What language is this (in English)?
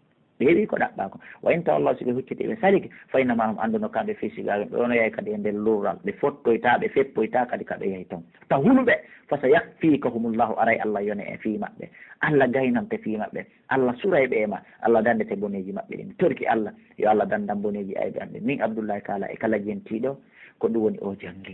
Pular